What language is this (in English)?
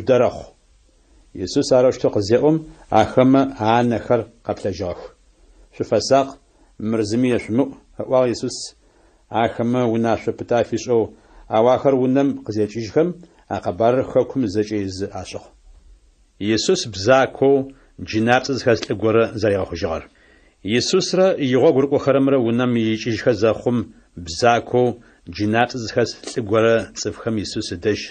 Adyghe